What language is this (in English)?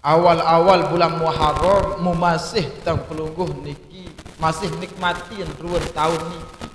Sasak